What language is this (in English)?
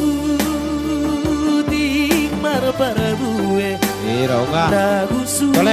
Batak Toba